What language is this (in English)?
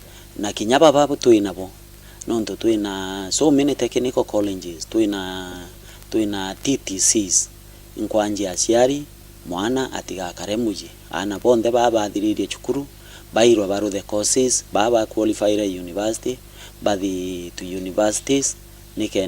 Meru